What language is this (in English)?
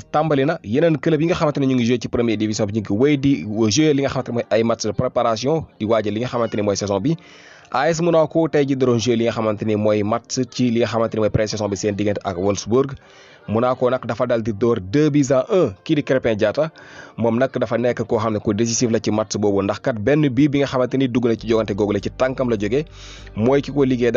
Wolof